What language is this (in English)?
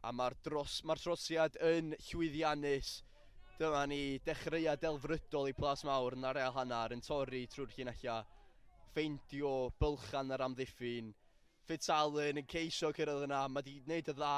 Welsh